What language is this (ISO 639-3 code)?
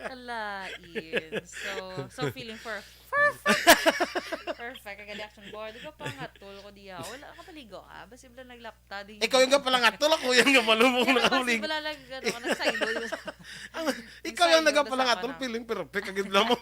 hil